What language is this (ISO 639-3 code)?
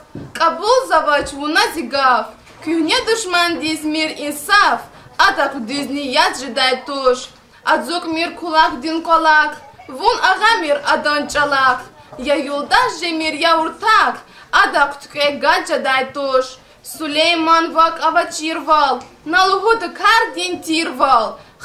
lez